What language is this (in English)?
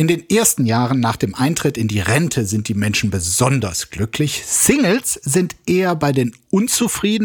German